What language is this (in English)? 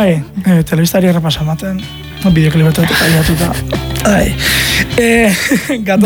Basque